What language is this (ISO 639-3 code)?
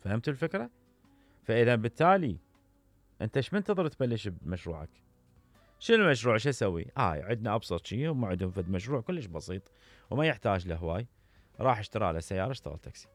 acm